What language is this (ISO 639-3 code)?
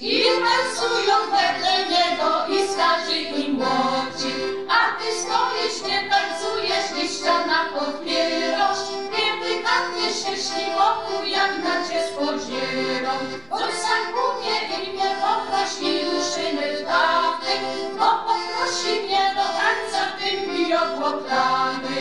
szl